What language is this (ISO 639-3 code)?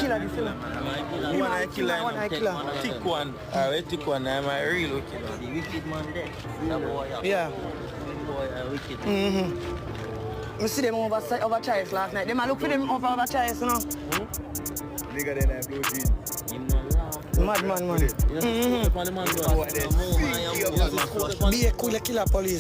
jam